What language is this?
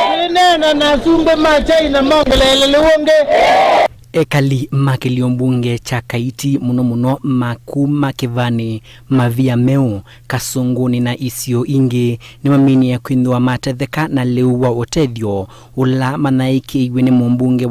Kamba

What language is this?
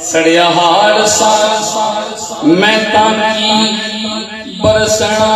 Saraiki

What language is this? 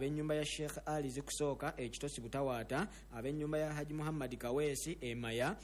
Ganda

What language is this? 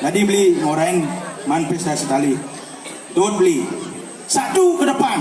Balinese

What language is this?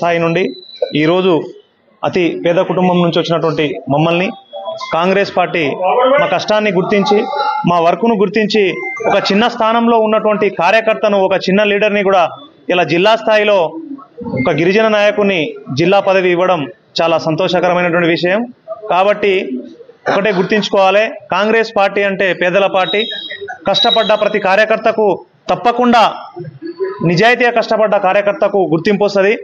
Telugu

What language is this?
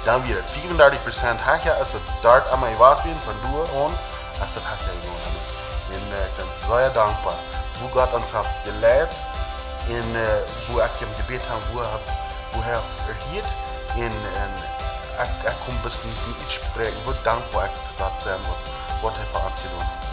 Plautdietsch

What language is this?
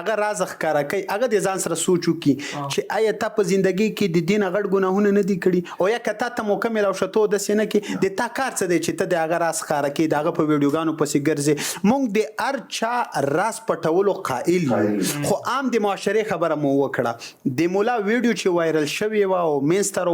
Pashto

